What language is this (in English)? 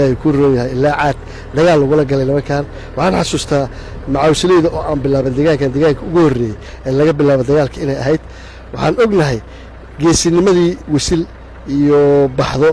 Somali